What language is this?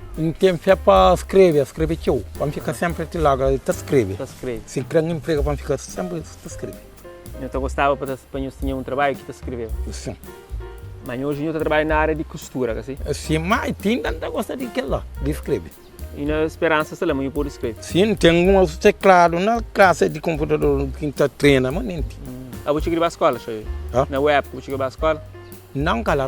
Kabuverdianu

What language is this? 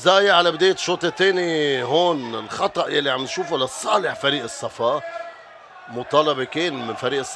North Levantine Arabic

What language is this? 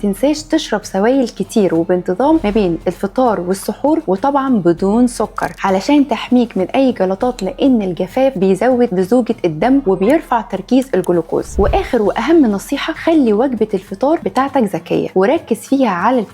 Egyptian Arabic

